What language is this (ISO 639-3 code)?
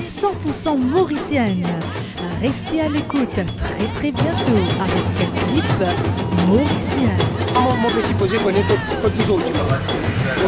mfe